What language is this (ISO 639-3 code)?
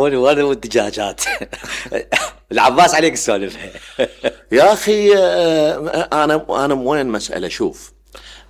acm